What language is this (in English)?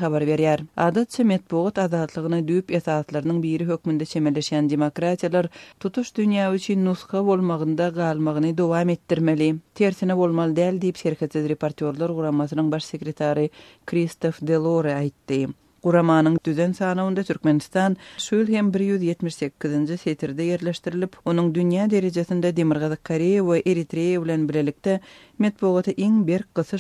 Turkmen